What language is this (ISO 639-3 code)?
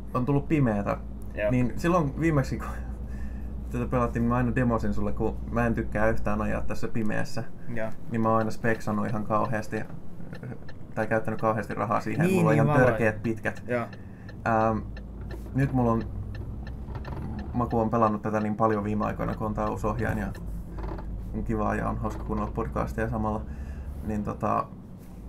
fin